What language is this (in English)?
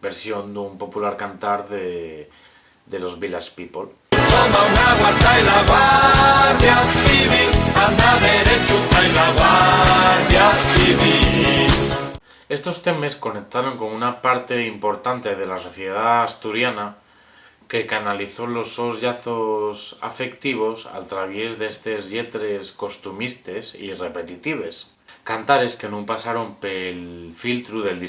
Asturian